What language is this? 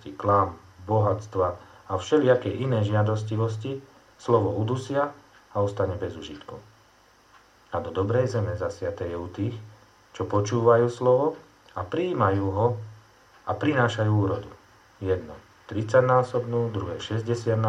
Slovak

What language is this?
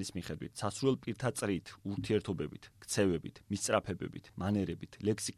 Georgian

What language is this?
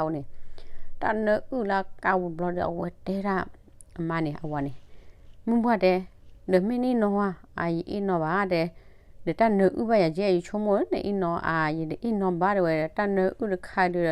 S'gaw Karen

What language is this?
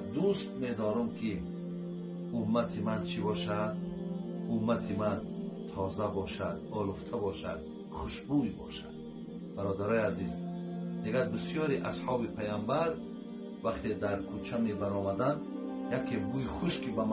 Tajik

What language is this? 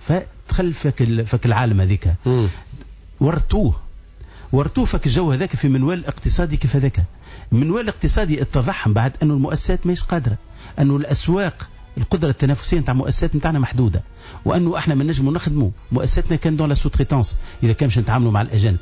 Tunisian Arabic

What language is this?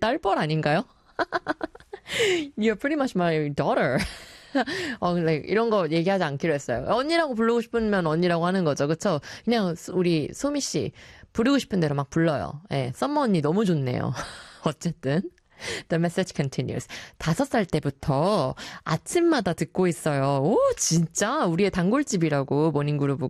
Korean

